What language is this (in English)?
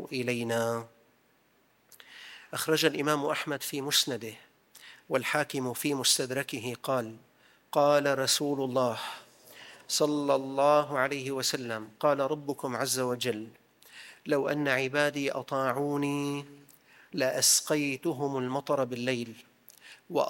Arabic